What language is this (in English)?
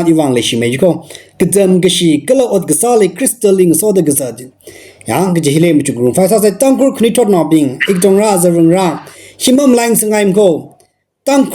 Tangkhul Naga (India)